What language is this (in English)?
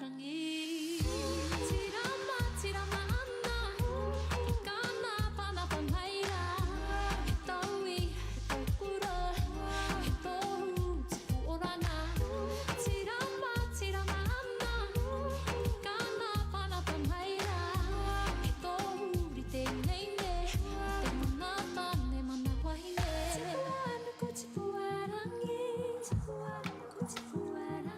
Māori